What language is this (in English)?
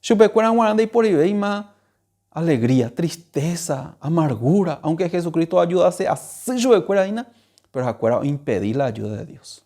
Guarani